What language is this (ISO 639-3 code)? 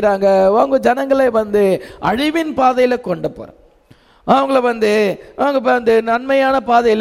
tam